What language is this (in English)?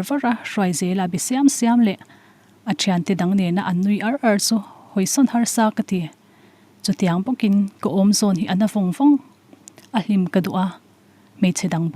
Mizo